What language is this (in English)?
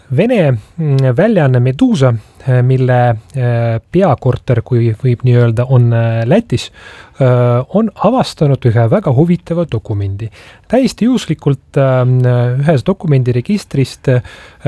Estonian